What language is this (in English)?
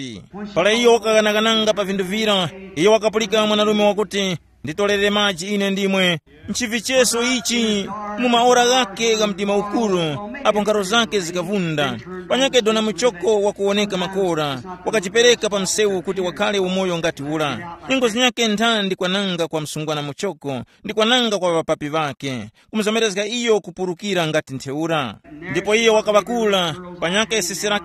Tumbuka